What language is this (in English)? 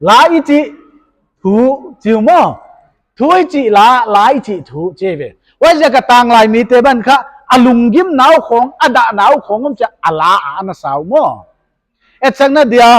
Paite Chin